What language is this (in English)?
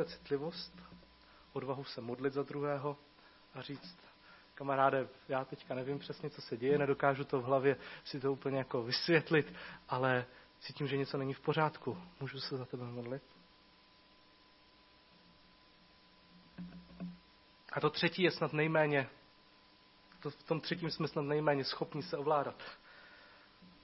Czech